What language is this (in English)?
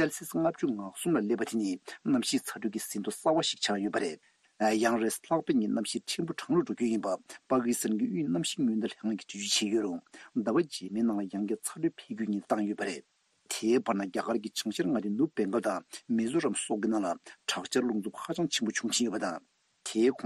Tibetan